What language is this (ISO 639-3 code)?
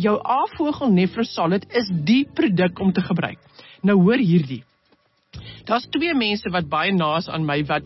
afr